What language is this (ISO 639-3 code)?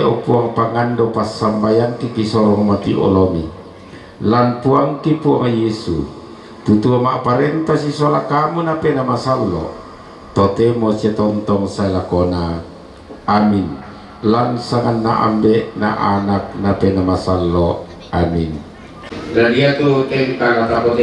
sda